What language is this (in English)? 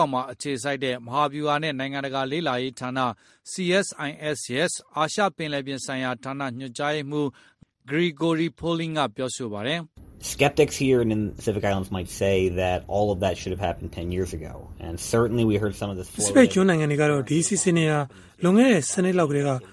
Burmese